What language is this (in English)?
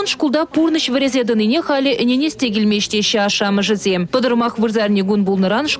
Chuvash